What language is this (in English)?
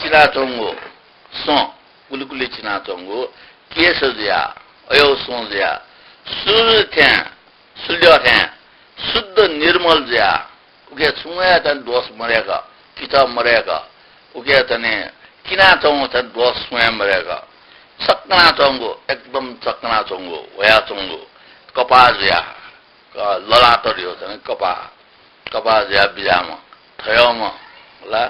Newari